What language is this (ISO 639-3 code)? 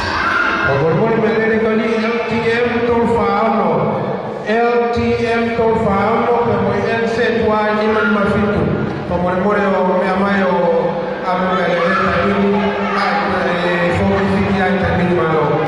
ton